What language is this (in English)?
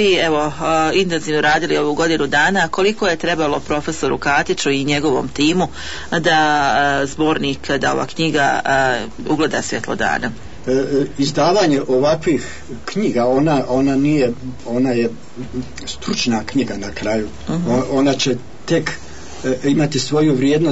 Bosnian